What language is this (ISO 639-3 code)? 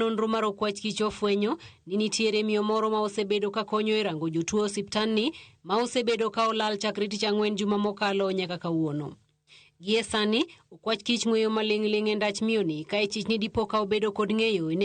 luo